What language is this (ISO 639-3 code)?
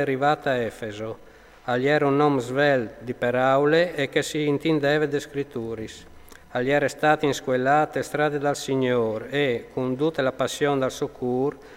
fur